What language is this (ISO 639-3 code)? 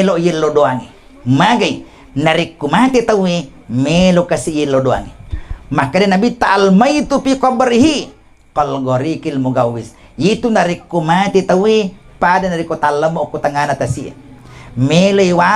bug